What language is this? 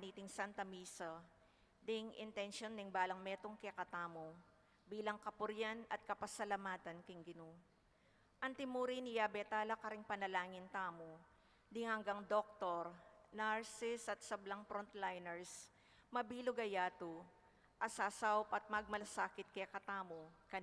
Pampanga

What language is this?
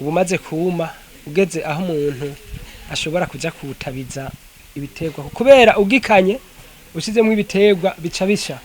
Rundi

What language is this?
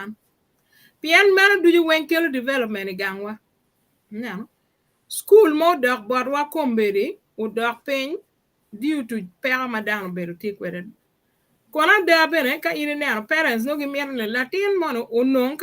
Acoli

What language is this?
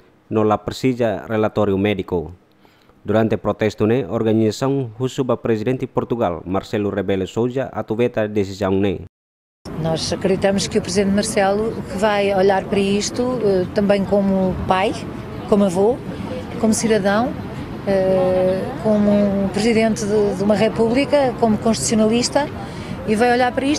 Tetum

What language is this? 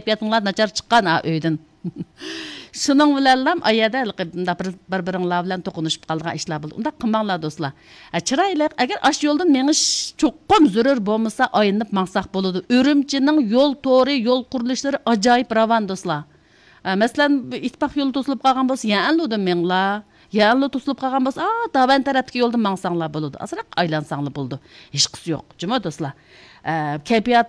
Uyghur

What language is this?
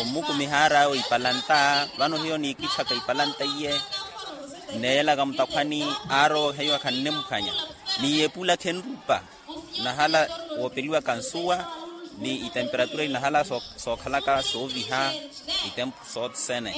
Makhuwa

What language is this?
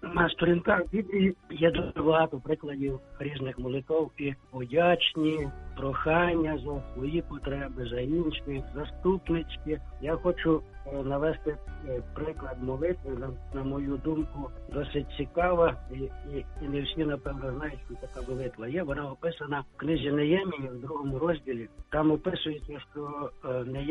Ukrainian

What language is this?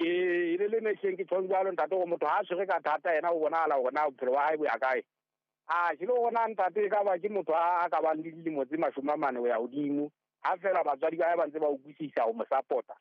Southern Sotho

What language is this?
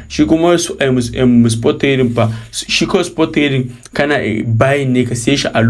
Hausa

